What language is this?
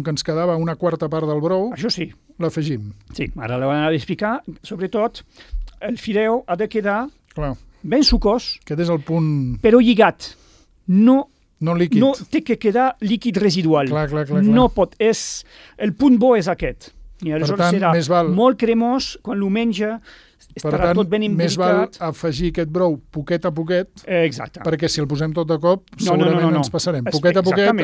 Catalan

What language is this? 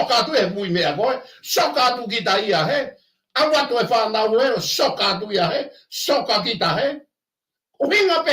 Tongan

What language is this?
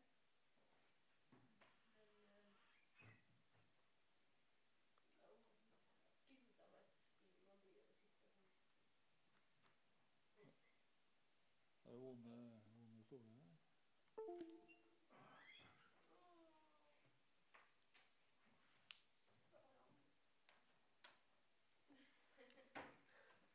Norwegian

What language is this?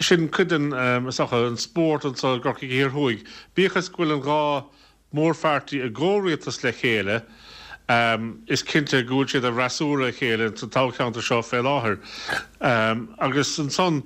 Irish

